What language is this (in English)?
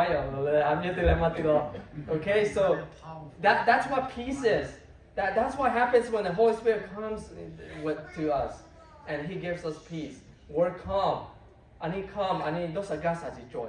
Lahu